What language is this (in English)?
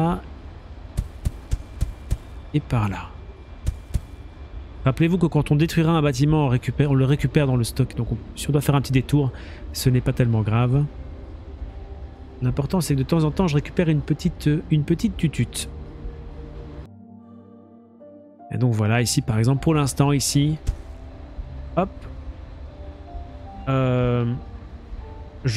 French